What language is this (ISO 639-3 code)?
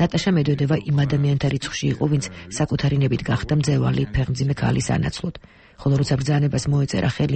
kat